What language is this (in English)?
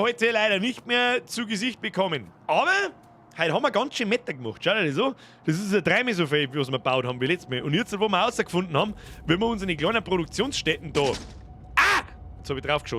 Bavarian